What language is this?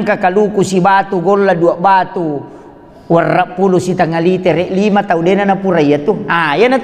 Buginese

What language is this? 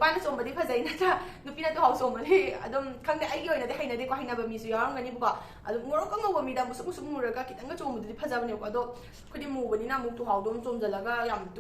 Manipuri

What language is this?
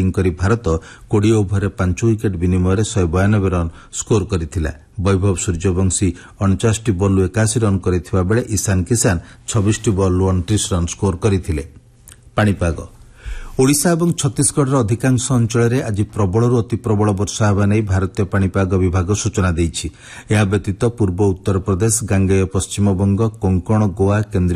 Odia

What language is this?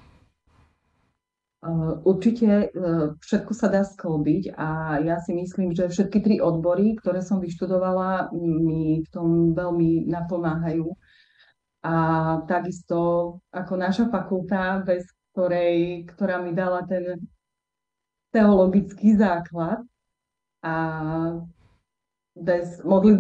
Slovak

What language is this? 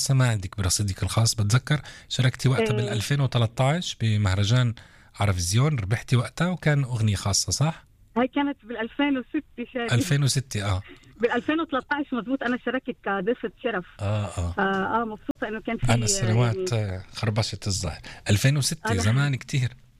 North Levantine Arabic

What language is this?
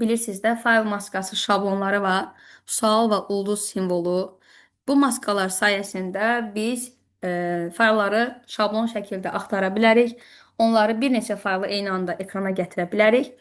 Azerbaijani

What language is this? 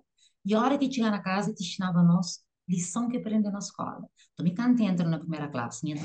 Kabuverdianu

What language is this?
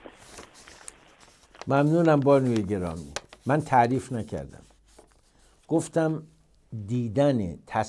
Persian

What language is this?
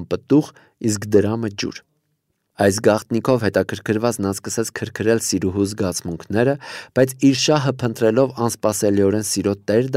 Armenian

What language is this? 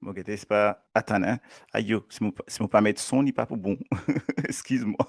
Morisyen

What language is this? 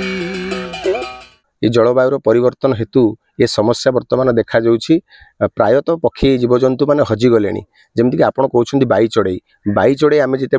Odia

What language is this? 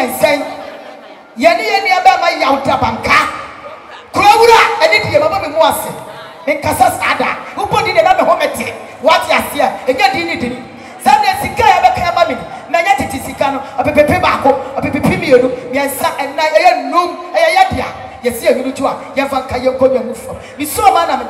Akan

